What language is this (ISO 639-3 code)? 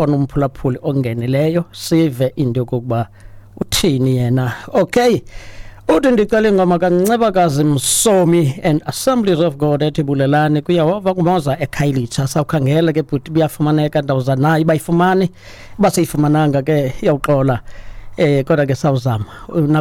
xho